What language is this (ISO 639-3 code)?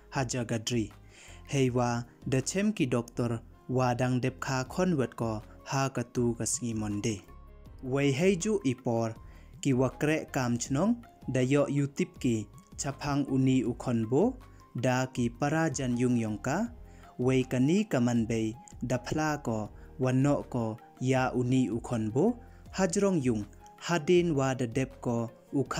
pbv